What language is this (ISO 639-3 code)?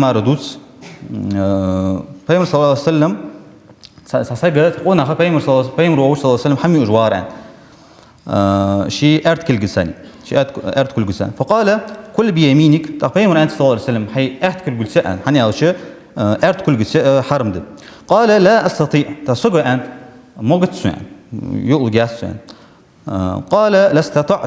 inh